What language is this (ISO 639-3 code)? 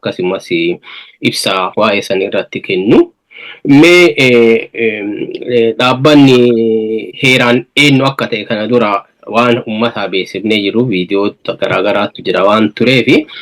orm